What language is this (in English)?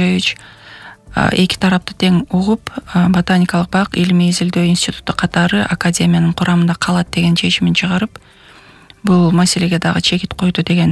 Kyrgyz